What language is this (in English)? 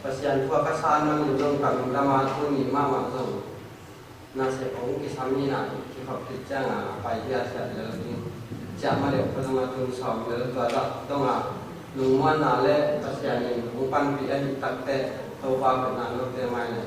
Tedim Chin